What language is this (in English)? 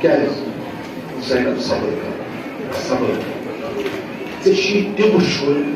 Kashmiri